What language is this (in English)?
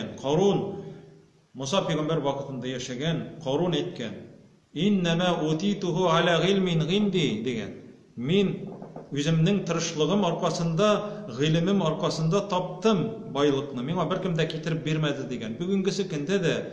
Tatar